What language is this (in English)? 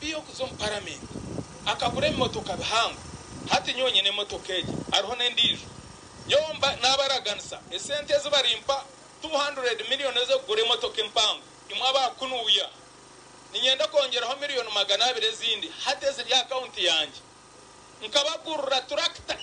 Nyankole